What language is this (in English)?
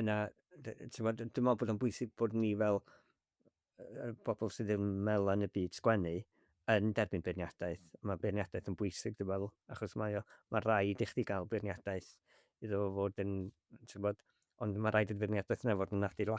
Welsh